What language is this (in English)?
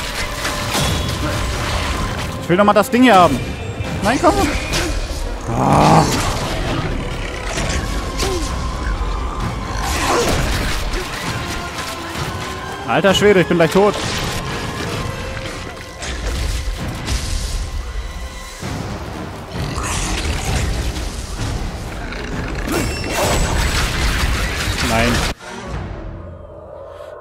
German